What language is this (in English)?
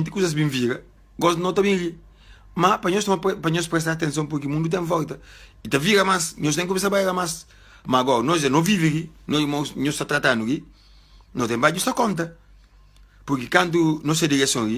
Kabuverdianu